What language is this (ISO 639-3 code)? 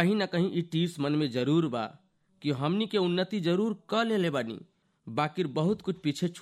bho